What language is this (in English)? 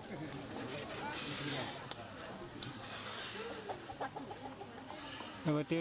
S'gaw Karen